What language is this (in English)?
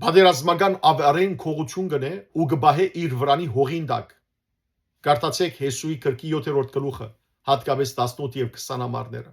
Western Armenian